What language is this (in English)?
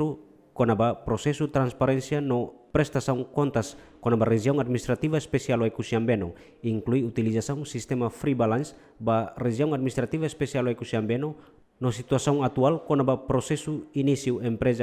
Tetum